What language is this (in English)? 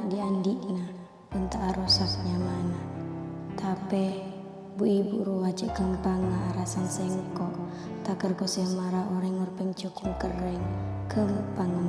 Madurese